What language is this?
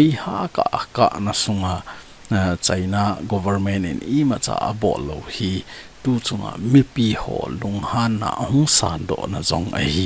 Thado Chin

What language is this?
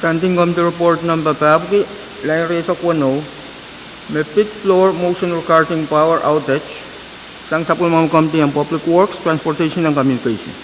Pohnpeian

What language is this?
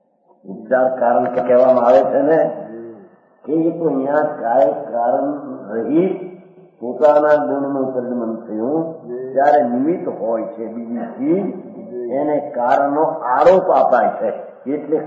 Gujarati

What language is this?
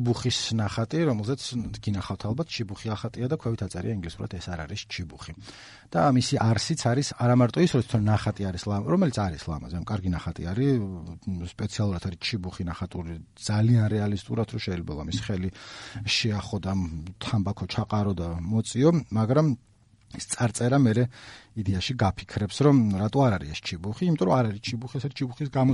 Georgian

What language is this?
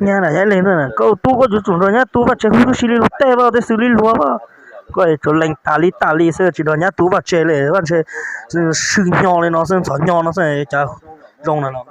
Hmong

